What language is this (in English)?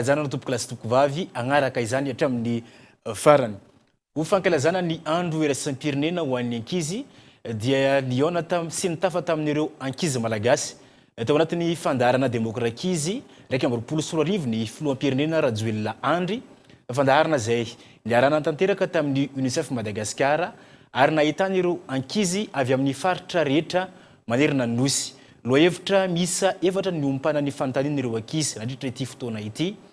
Malagasy